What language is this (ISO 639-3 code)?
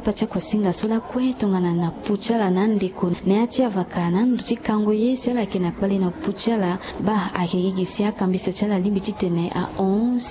sag